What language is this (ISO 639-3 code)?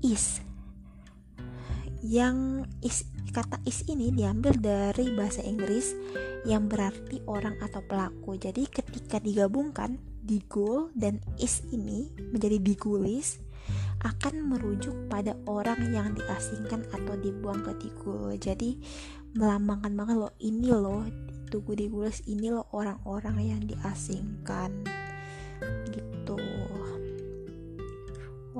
ind